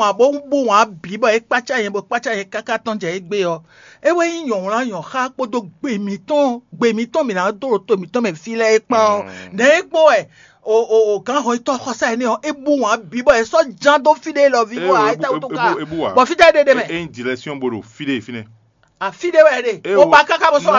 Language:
Fon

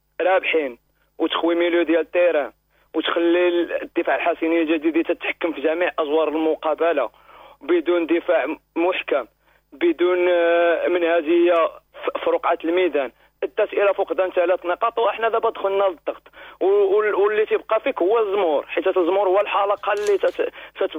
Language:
Moroccan Arabic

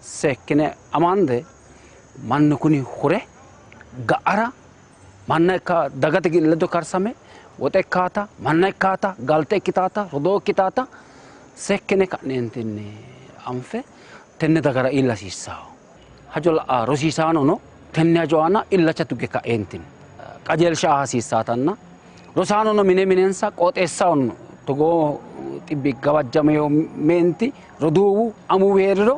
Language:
Sidamo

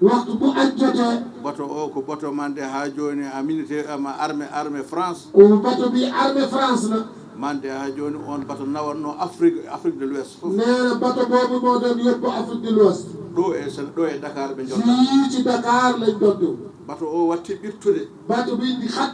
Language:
Fula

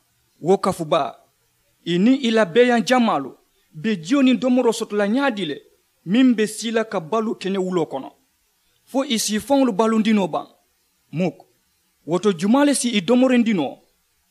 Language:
Mandingo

